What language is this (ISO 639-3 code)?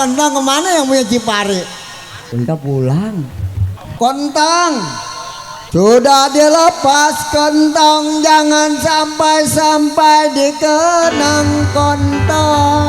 bew